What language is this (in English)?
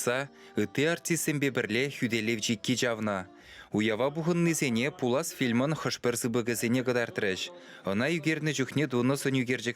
Chuvash